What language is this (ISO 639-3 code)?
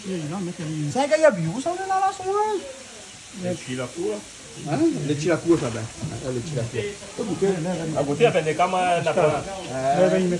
rcf